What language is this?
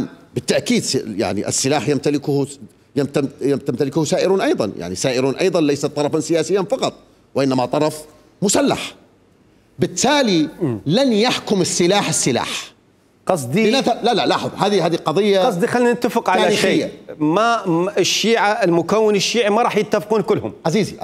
Mesopotamian Arabic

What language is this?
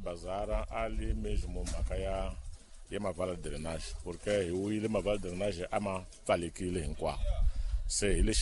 Tsonga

